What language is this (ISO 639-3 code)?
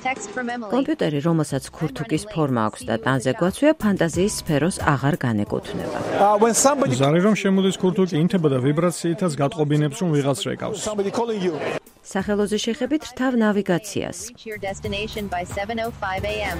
kat